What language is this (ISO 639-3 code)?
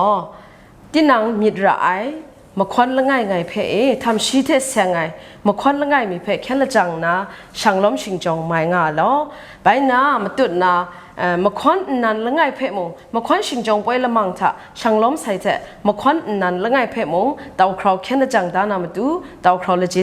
kac